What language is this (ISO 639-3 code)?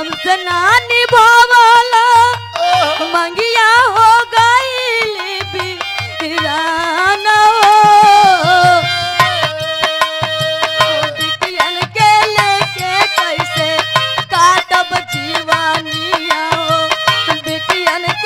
bho